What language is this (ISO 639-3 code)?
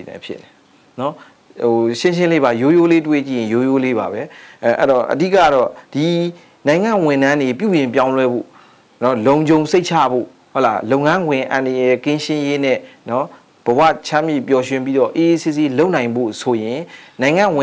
mya